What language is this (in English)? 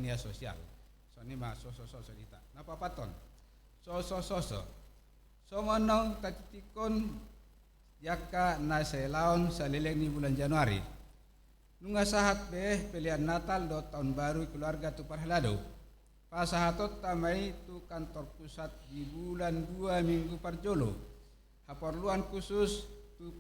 Batak Toba